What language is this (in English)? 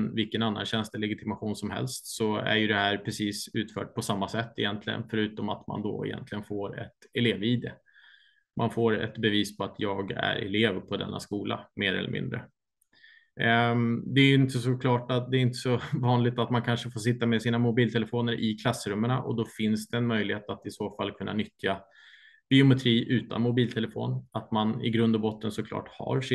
Swedish